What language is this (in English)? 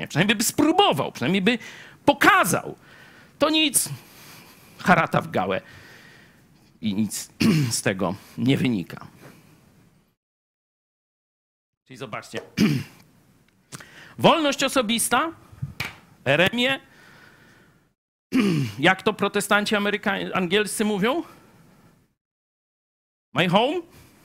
Polish